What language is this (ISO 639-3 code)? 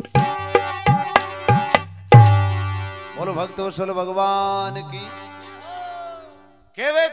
hin